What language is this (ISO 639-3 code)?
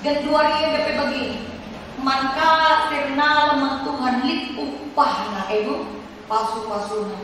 btx